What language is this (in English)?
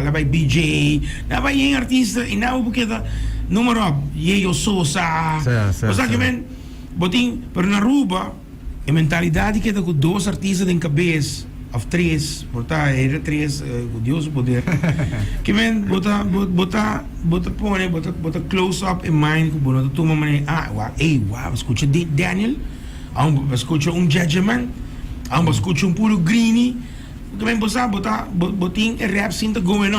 Papiamento